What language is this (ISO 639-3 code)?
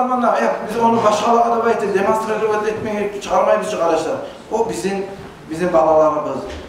kum